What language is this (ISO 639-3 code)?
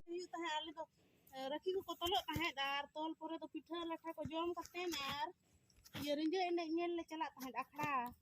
sat